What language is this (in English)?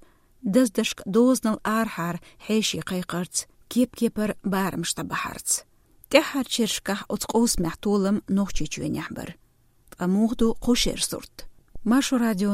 Chechen